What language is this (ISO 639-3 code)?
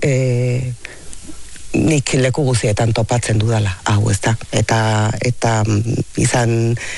eus